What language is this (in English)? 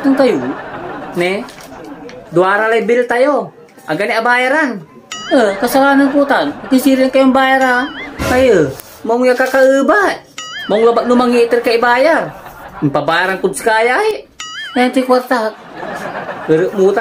Pangasinan